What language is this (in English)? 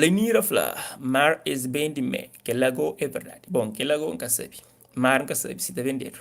Kabuverdianu